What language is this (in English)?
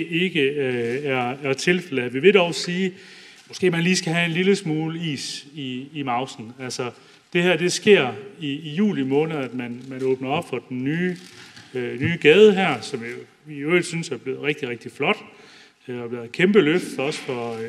Danish